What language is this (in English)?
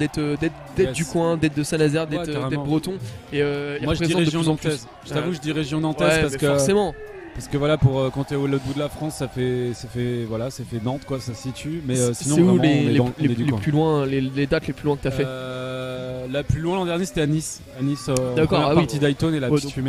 French